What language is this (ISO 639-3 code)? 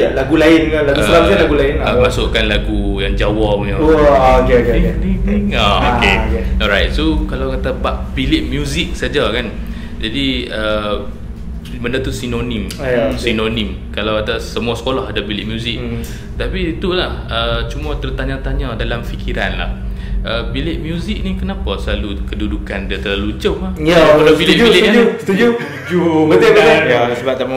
msa